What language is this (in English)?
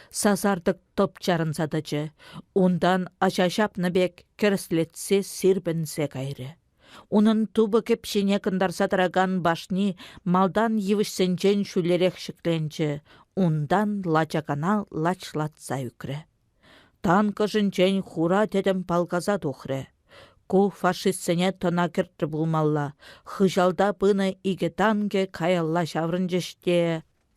Chuvash